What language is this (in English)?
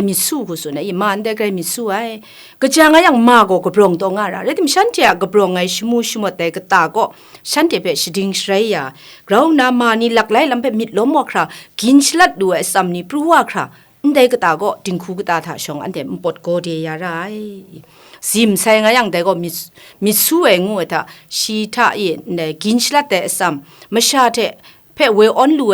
Kachin